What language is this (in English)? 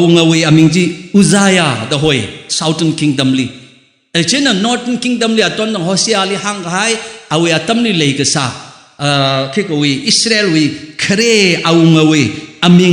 Tangkhul Naga (India)